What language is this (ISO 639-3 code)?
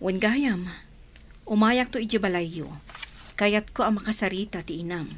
ilo